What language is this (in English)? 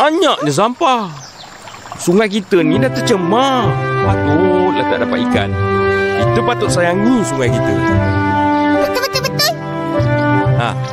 Malay